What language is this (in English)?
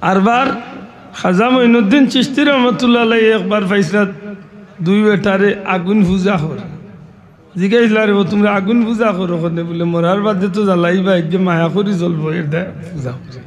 Sylheti